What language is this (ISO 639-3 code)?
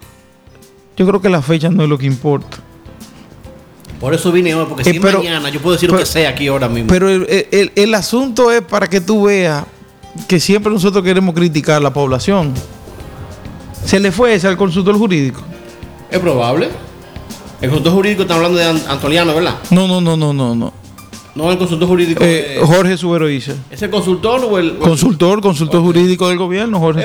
spa